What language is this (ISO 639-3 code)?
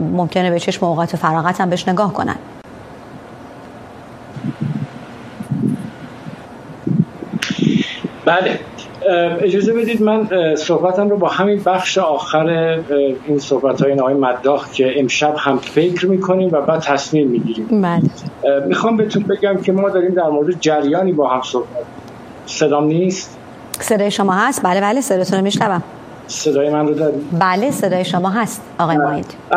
fas